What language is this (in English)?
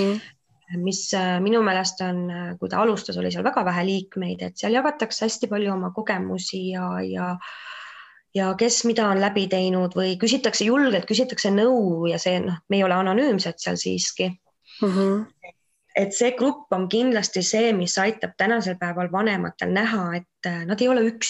Estonian